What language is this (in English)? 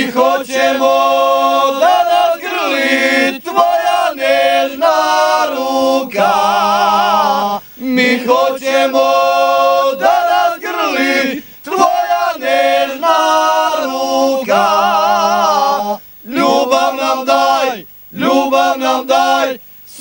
Serbian